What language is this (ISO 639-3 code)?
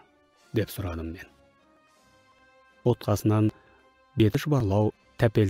kaz